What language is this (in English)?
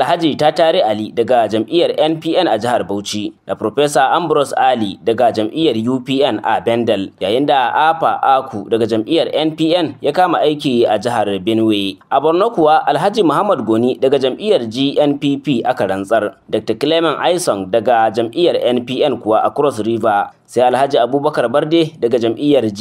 Hausa